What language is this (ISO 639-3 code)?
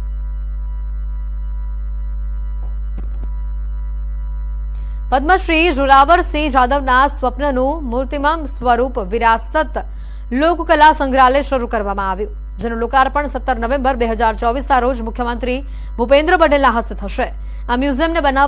guj